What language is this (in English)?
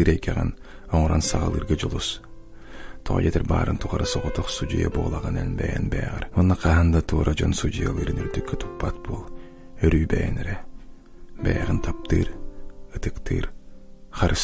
Yakut